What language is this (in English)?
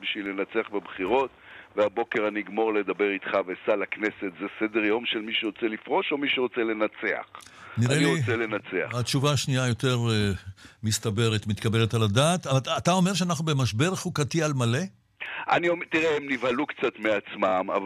Hebrew